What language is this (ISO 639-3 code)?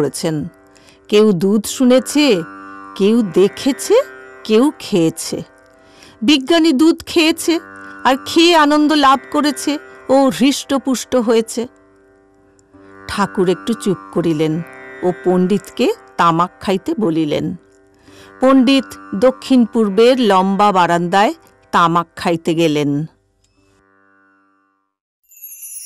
ben